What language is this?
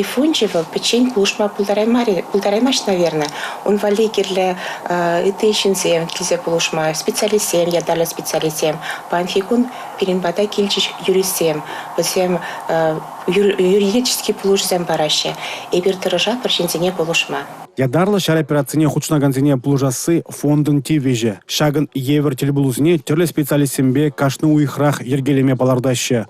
Chuvash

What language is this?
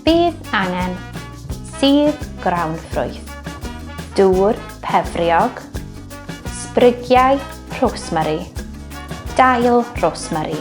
Welsh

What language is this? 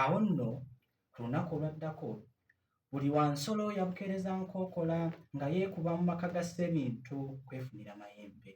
Ganda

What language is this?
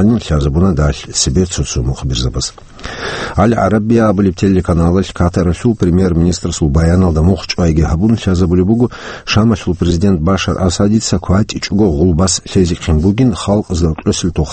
Avaric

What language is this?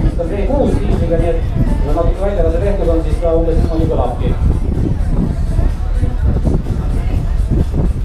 Estonian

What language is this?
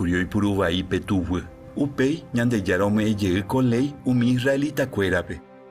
Guarani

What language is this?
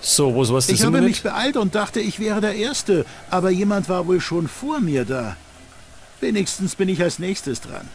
Bavarian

